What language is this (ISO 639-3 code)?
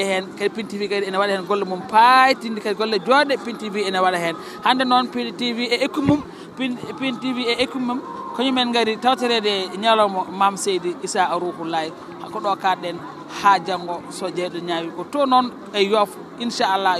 ful